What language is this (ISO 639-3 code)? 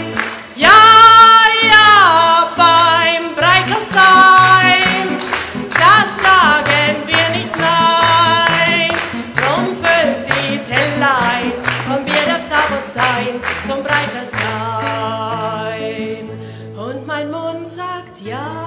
bar